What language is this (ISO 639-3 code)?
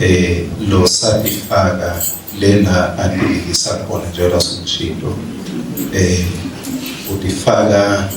ssw